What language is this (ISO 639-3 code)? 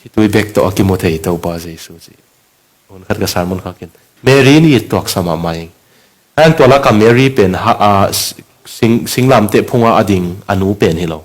ctd